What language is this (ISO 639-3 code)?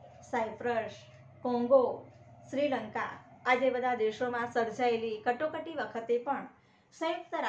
guj